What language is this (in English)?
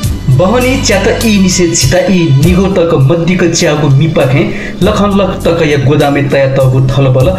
Newari